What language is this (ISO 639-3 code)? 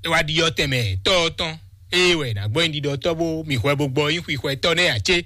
fon